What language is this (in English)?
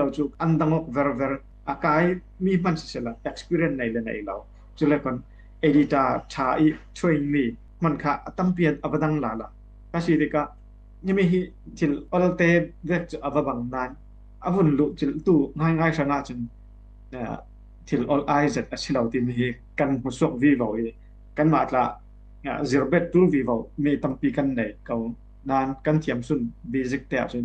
Falam Chin